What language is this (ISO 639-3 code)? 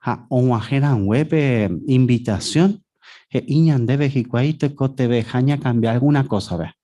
grn